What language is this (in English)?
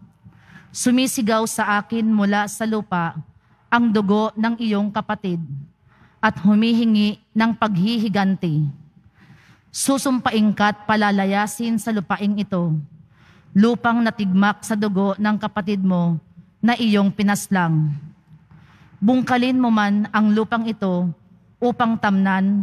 Filipino